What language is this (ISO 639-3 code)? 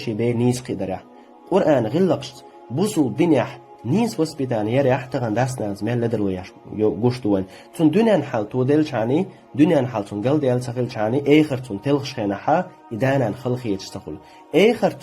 che